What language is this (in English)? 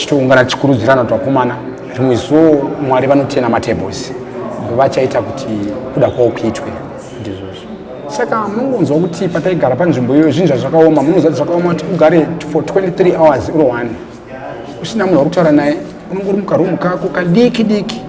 Shona